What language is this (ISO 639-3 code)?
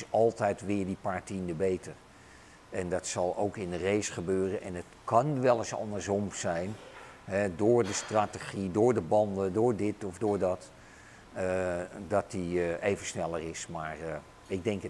nld